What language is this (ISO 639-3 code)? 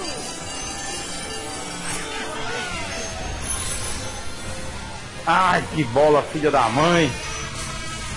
por